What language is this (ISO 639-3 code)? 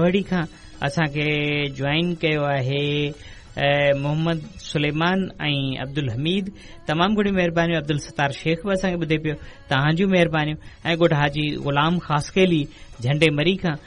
snd